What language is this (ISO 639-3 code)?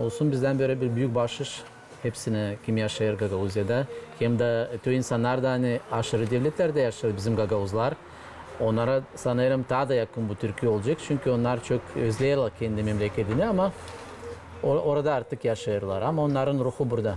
gag